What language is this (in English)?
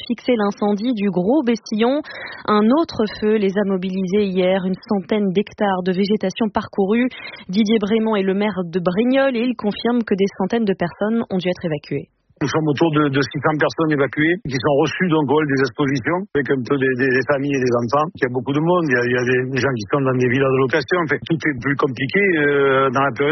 French